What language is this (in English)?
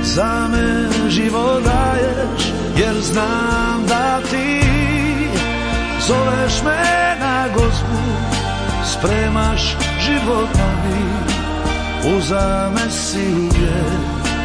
Croatian